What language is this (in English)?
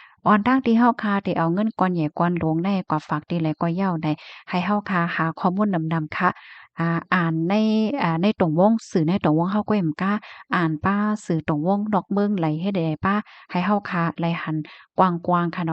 Shan